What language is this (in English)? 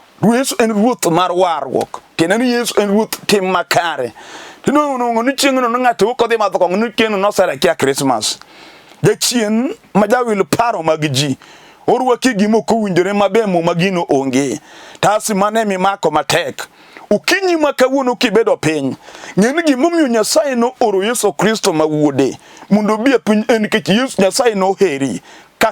Luo (Kenya and Tanzania)